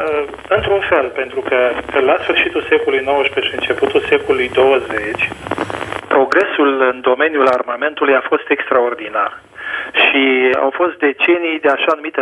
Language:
Romanian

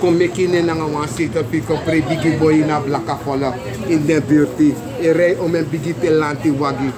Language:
Sranan Tongo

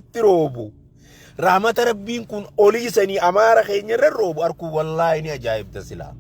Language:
Oromo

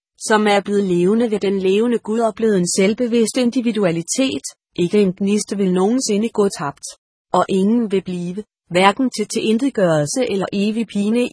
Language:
Danish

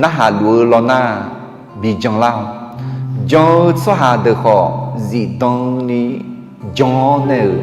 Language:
Akha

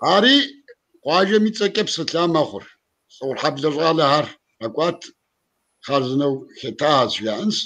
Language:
Kabardian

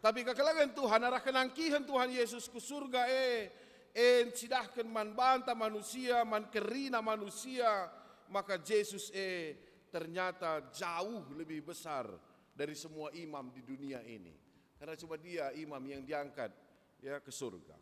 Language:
Batak Karo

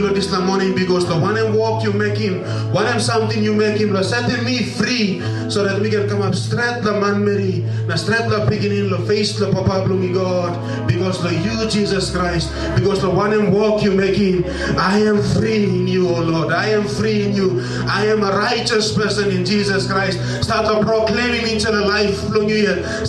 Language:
Tok Pisin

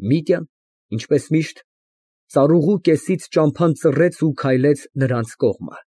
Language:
Armenian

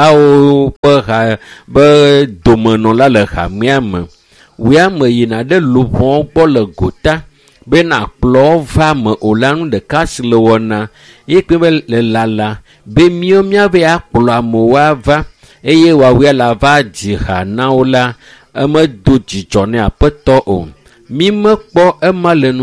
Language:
Ewe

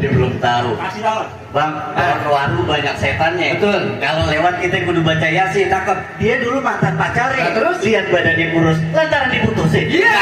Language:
Betawi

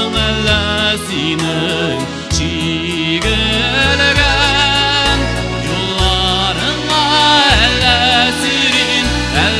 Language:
Tatar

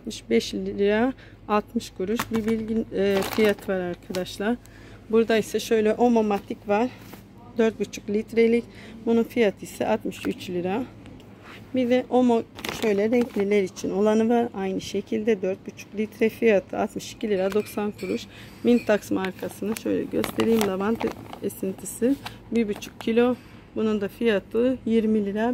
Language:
Turkish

